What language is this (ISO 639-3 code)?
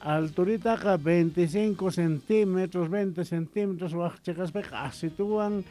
quh